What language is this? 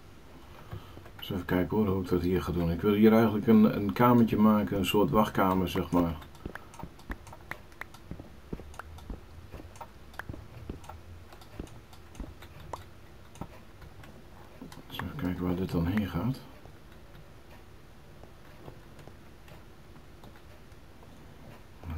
Dutch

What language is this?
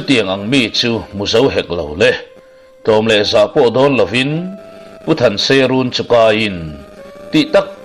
Mizo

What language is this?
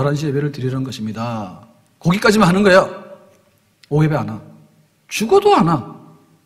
Korean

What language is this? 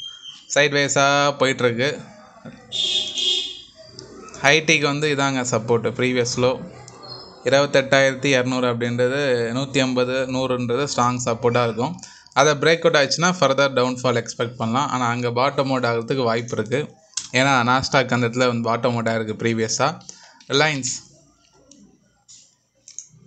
Tamil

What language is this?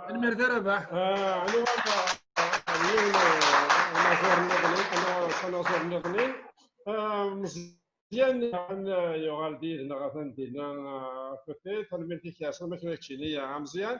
Kabyle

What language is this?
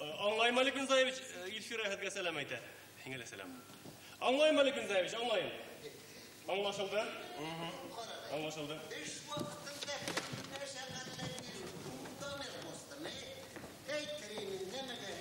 Bashkir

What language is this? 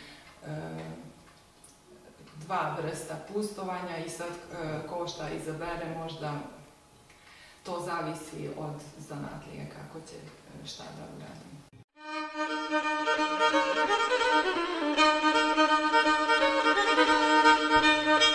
Serbian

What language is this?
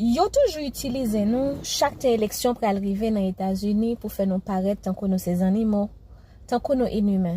Haitian Creole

